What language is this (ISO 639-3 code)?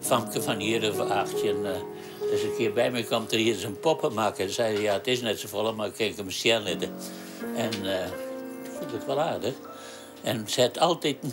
fry